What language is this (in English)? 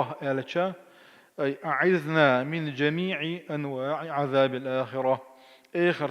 Chechen